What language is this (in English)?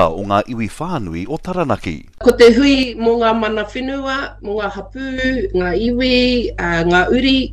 Māori